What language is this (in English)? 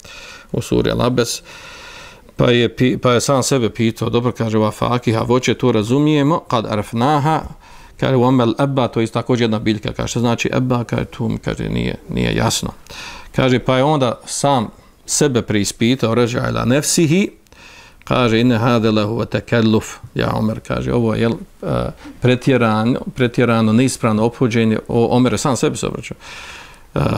Bosnian